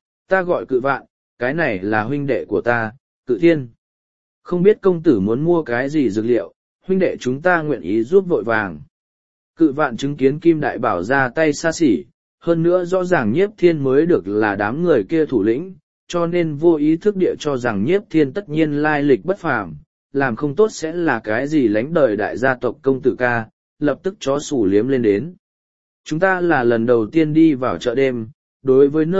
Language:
Vietnamese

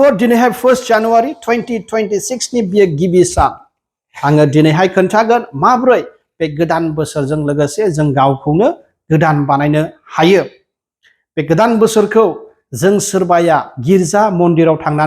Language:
Bodo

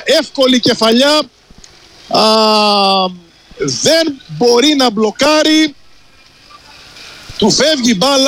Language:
Greek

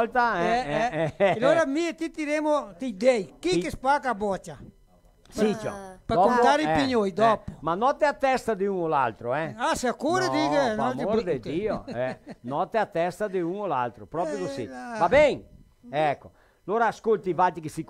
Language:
Venetian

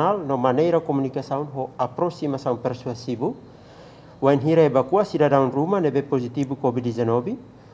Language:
Tetum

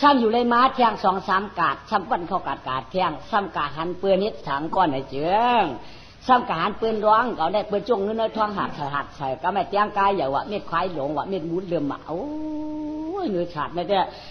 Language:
Shan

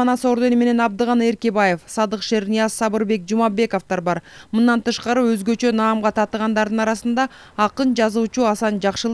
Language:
Kyrgyz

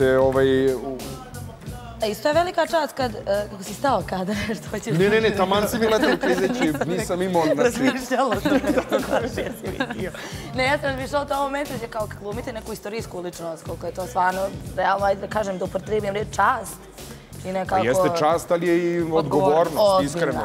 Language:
Bosnian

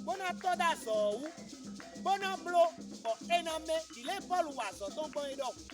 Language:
Fon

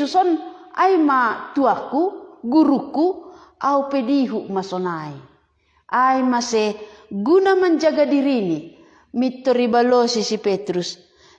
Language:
Batak Simalungun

